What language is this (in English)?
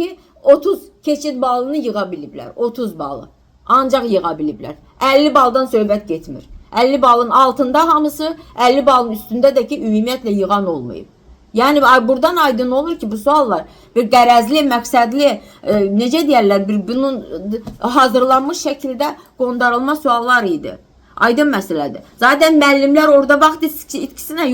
Azerbaijani